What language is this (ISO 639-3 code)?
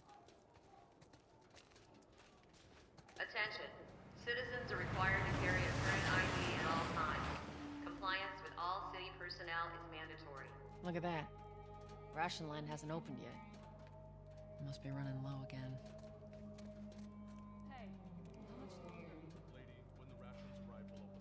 eng